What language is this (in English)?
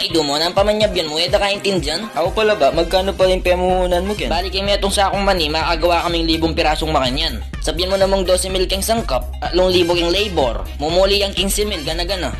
Pampanga